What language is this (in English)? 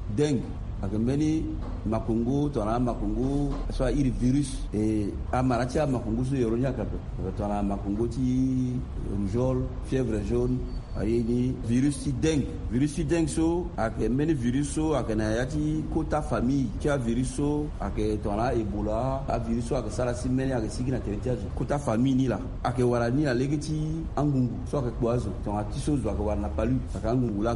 Sango